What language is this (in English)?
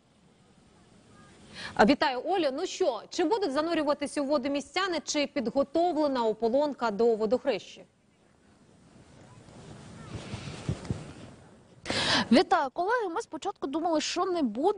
Ukrainian